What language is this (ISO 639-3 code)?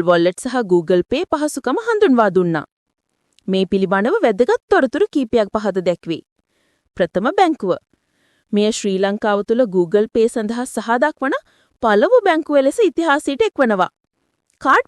sin